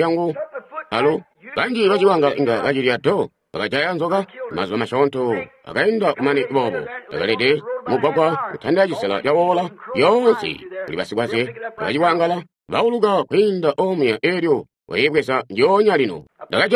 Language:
Tonga (Zambia)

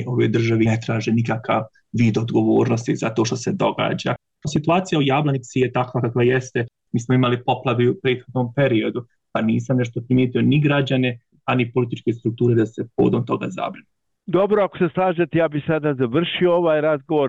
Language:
Bosnian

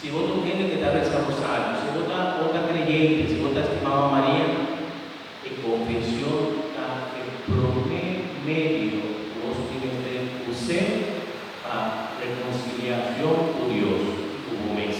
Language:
Papiamento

